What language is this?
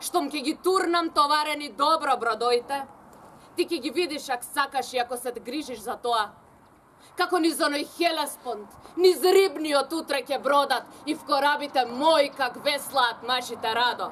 Macedonian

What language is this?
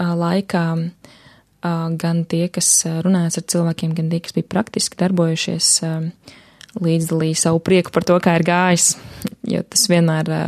Latvian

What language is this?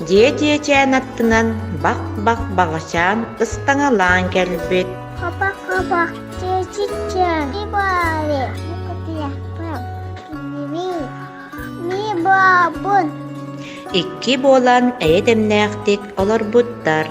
Yakut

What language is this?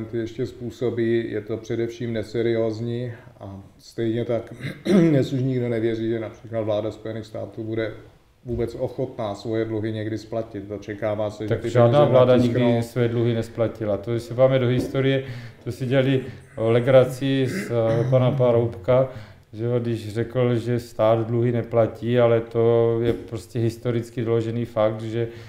Czech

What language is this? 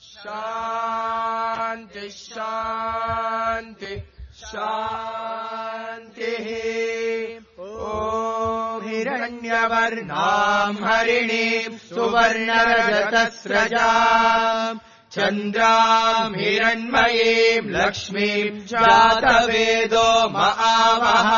Sanskrit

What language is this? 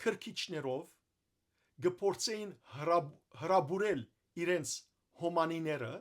Western Armenian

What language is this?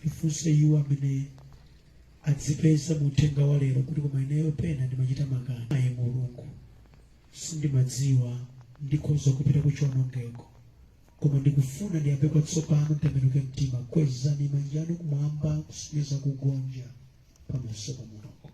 Nyanja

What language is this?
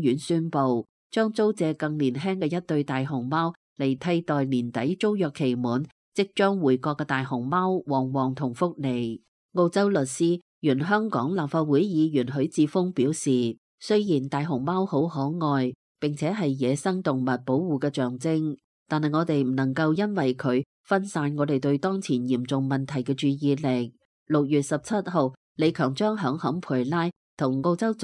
Cantonese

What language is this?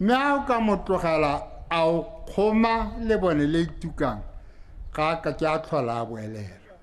Tswana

